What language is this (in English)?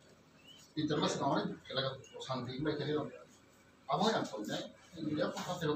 Kok Borok